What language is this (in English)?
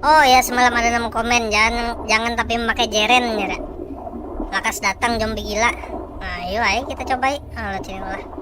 Banjar